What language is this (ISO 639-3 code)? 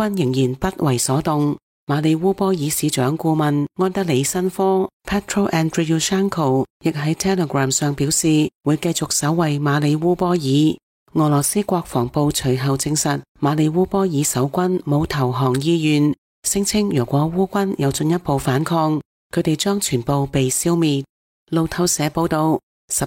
yue